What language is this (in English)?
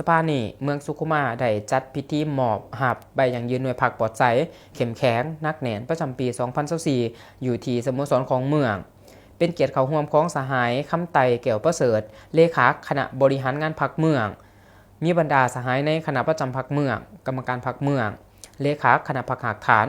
Lao